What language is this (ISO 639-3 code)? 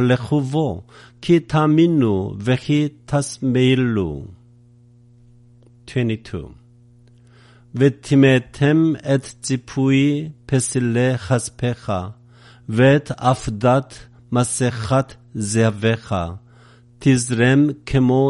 heb